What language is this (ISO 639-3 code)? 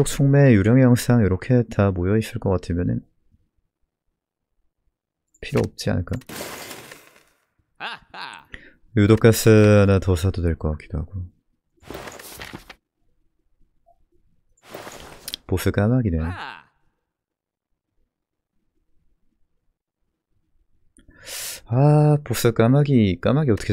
kor